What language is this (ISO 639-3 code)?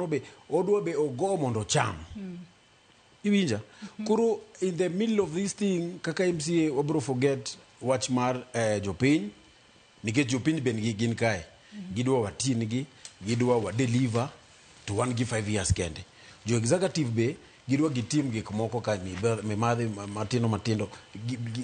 luo